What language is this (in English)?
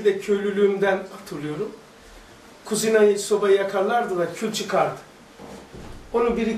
Turkish